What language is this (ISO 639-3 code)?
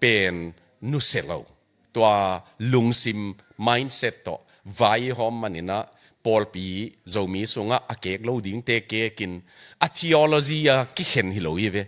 ctd